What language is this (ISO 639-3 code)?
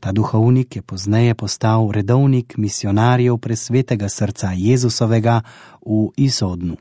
slv